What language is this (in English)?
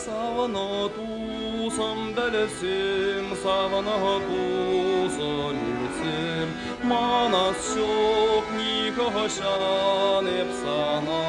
Chuvash